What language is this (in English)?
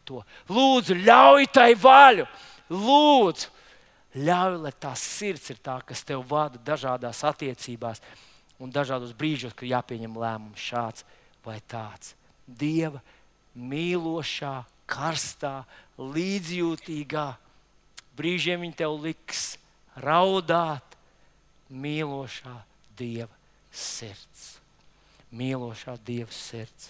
Latvian